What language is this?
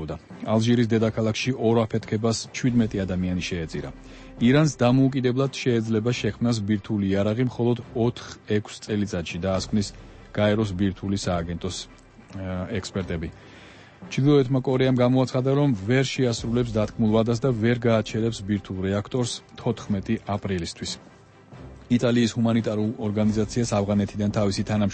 Georgian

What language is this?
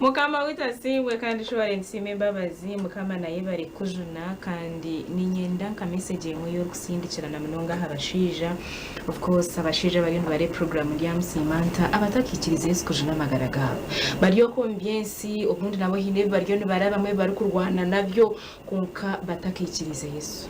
Nyankole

